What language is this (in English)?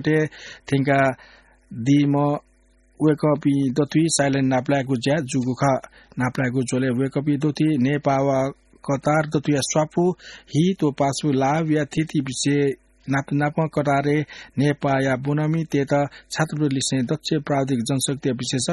Newari